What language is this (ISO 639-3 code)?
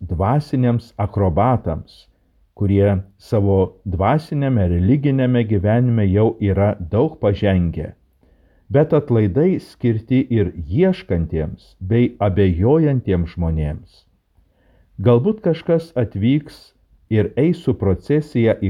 lit